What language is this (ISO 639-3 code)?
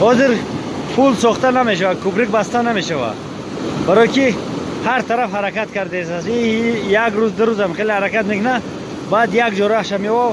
tgk